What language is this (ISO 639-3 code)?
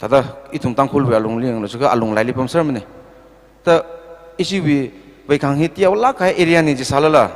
nmf